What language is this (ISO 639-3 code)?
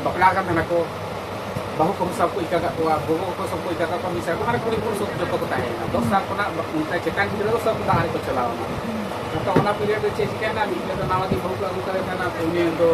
sat